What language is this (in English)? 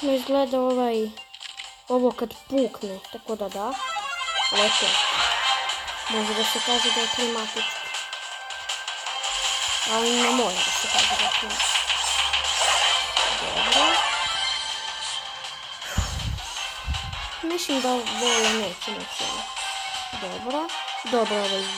Serbian